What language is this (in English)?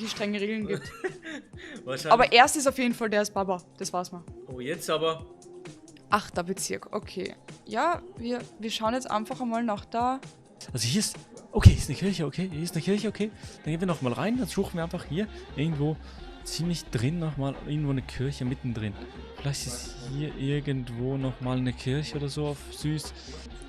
Swiss German